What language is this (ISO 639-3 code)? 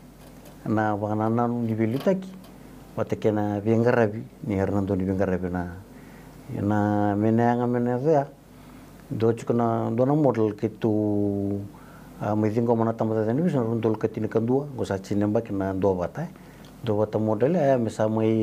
fij